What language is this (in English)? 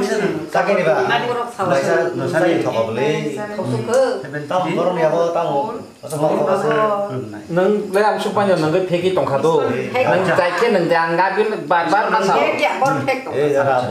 Kok Borok